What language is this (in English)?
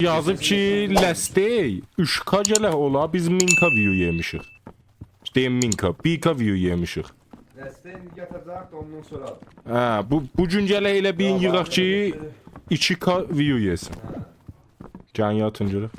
South Azerbaijani